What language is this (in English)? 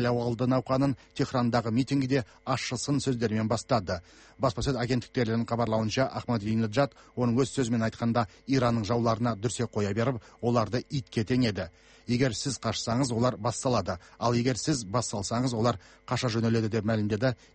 Kazakh